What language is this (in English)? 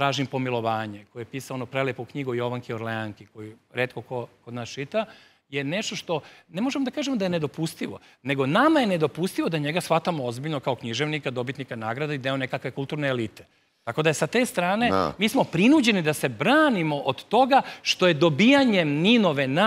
Serbian